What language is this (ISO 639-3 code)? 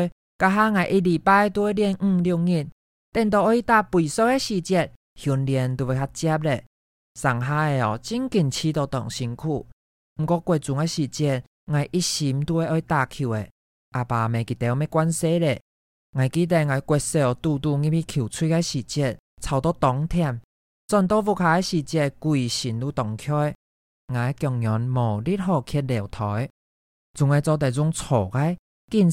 hak